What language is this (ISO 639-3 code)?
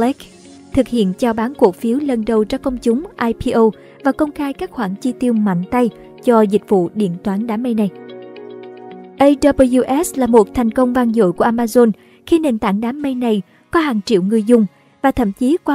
vie